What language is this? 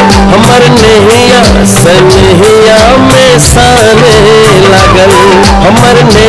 Bhojpuri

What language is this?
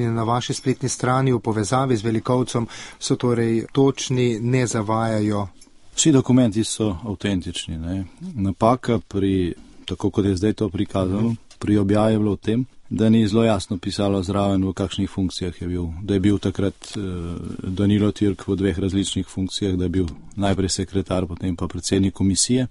Slovenian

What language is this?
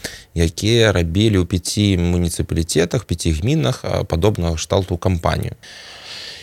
Belarusian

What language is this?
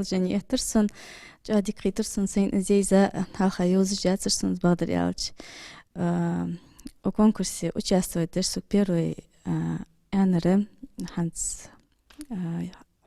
Ingush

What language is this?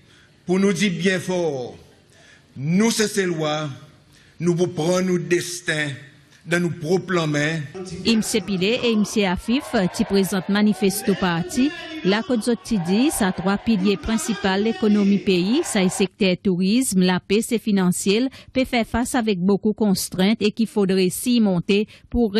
Seselwa Creole French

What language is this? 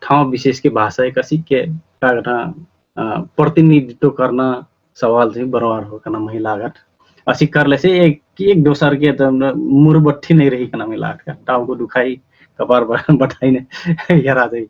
Dangaura Tharu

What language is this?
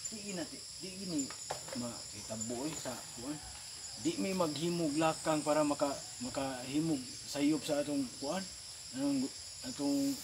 Cebuano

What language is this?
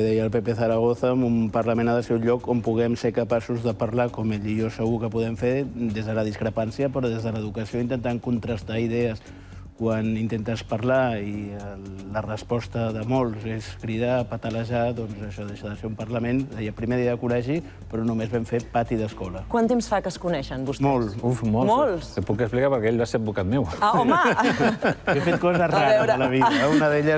Catalan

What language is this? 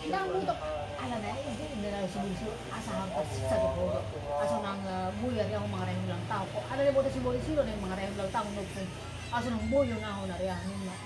Batak Toba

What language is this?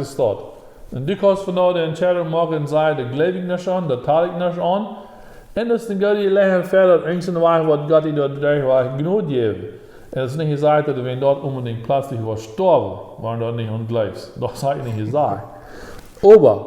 Plautdietsch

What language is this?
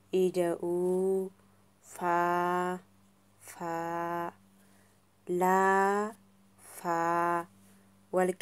Oromo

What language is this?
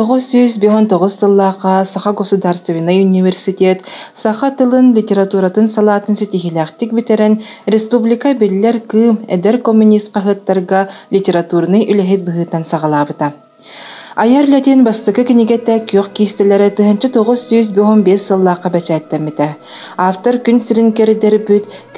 Yakut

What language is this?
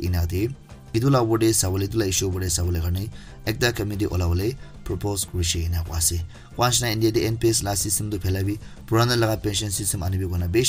Naga Pidgin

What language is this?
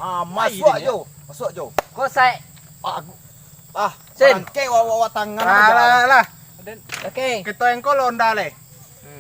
Minangkabau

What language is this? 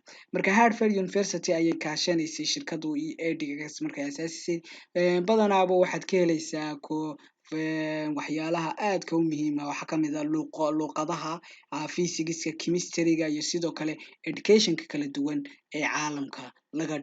Somali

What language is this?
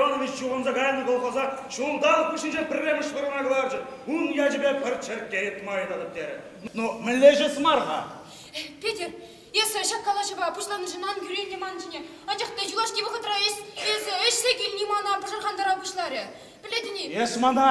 Chuvash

